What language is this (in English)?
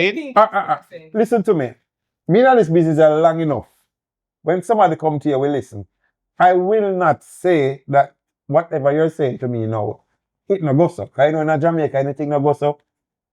Jamaican Creole English